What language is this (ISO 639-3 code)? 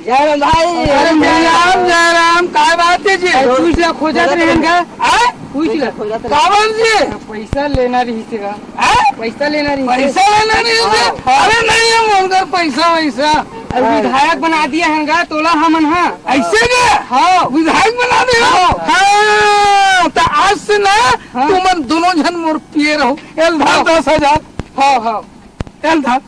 hne